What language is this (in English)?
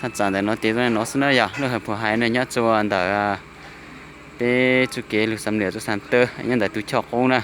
Hmong